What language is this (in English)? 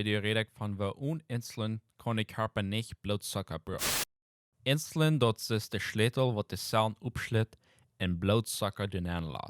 Plautdietsch